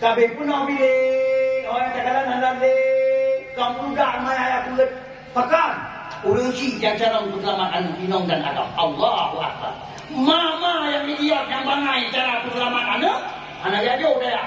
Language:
Achinese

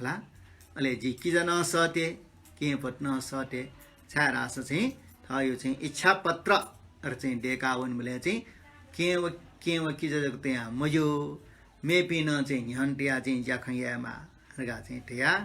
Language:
Newari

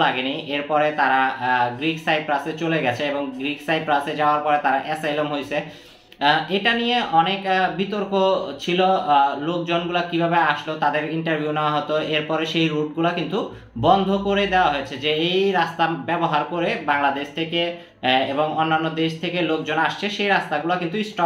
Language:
Bangla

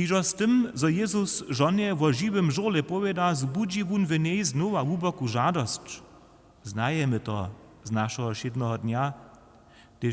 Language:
Upper Sorbian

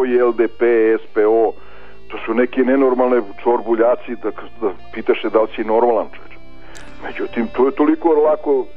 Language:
Serbian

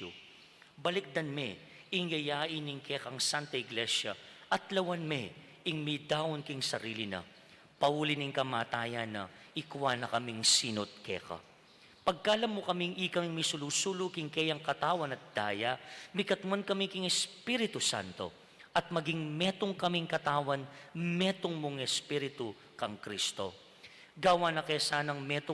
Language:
Pampanga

